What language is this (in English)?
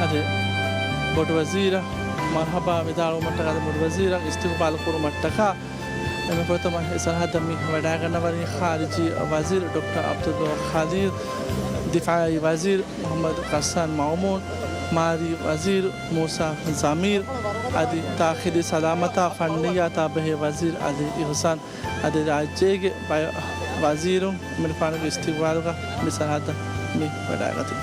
Divehi